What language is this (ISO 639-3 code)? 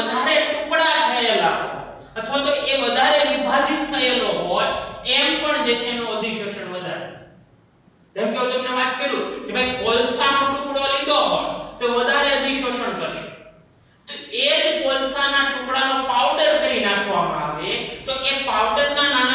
guj